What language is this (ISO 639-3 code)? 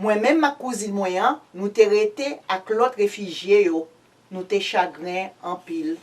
hat